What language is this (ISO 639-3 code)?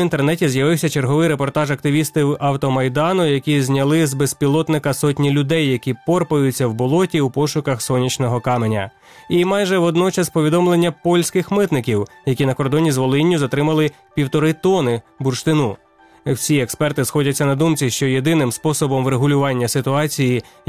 ukr